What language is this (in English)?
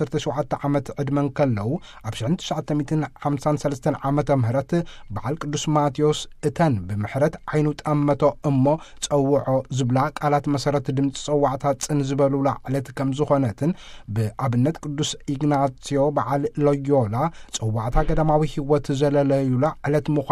Tigrinya